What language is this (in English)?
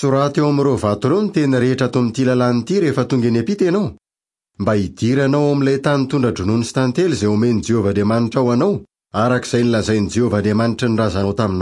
Malagasy